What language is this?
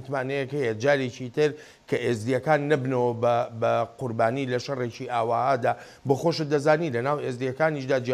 Central Kurdish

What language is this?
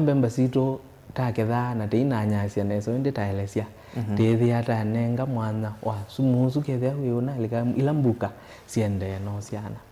Kamba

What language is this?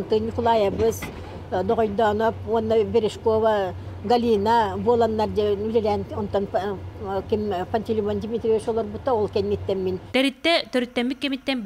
Yakut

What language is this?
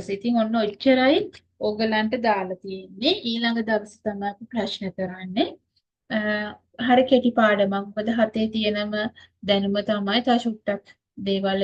Sinhala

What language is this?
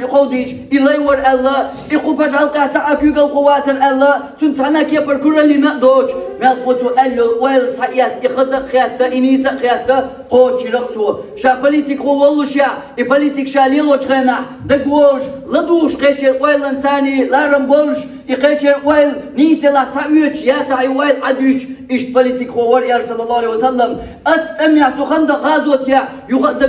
Chechen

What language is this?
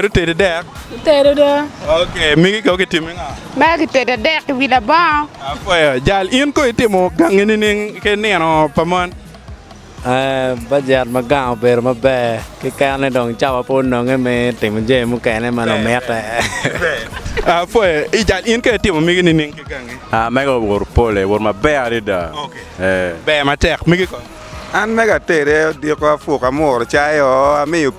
Acoli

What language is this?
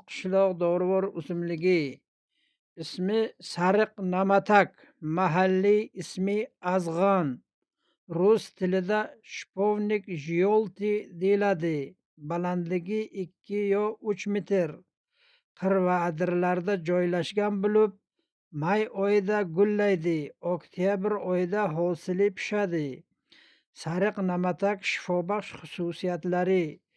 Uzbek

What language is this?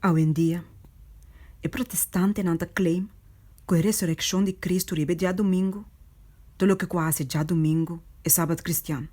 Papiamento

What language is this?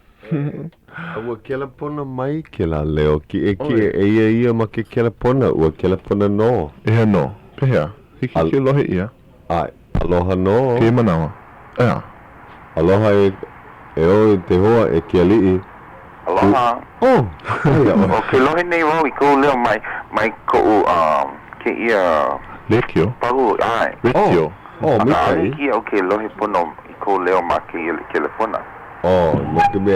Hawaiian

